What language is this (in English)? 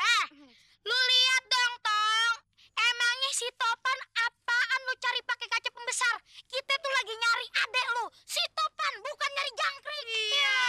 Betawi